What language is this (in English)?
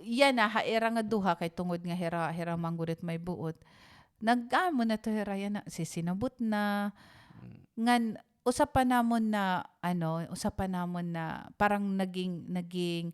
Waray